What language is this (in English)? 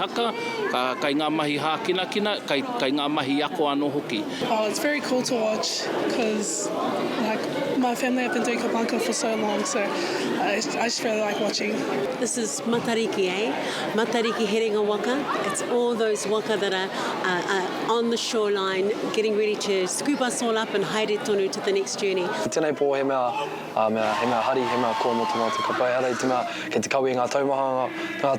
Māori